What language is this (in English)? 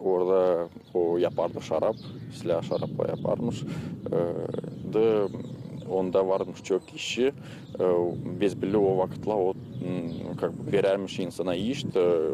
Gagauz